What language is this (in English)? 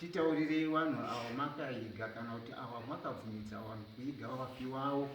Shona